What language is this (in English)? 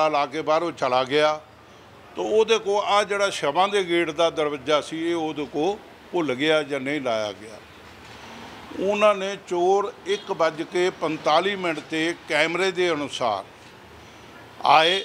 Punjabi